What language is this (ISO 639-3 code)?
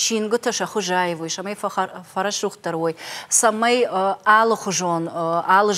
oss